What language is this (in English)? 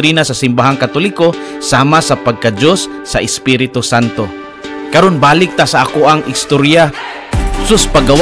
Cebuano